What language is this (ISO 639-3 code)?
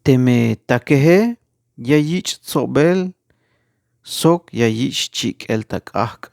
tzh